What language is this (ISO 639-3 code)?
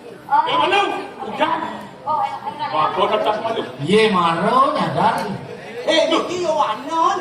ban